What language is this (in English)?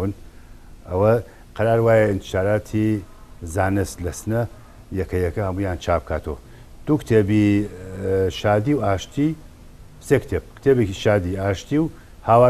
Central Kurdish